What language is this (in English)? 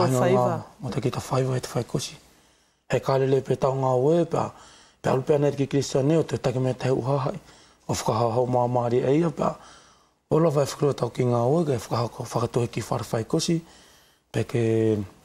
Wallisian